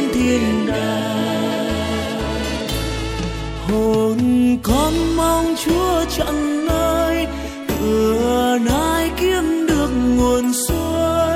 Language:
Vietnamese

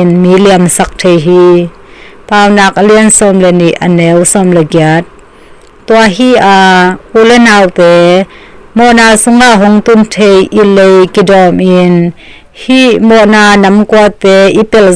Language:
Tedim Chin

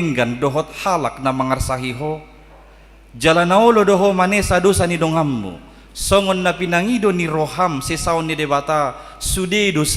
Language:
Batak Toba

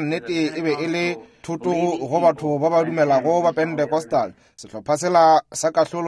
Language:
Northern Sotho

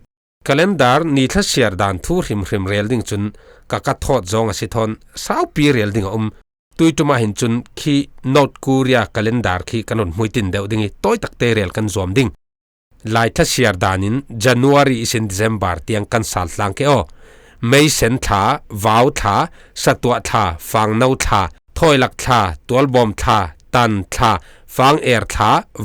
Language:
Falam Chin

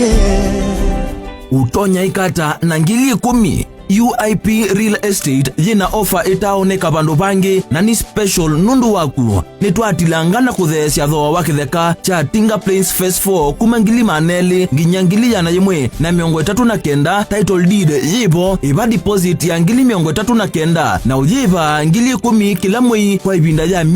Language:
Kamba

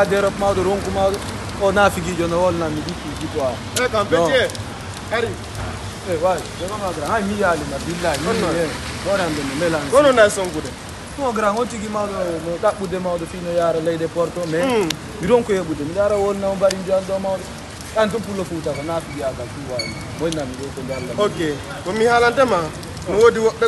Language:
Fula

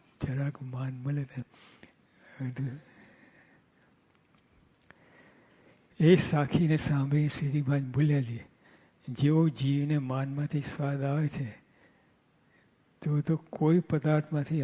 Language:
Gujarati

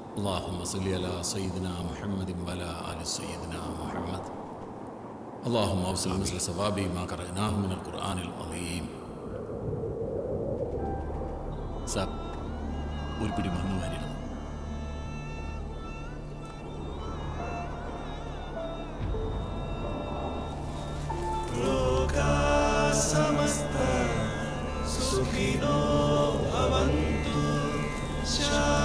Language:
Malayalam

